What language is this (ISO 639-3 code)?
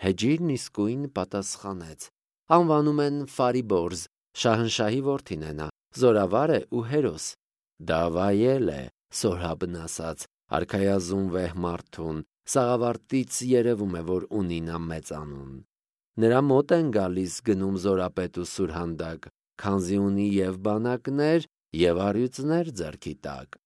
hye